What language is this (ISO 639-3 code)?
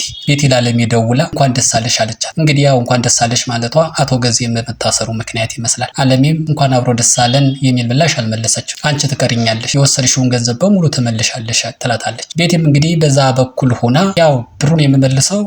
amh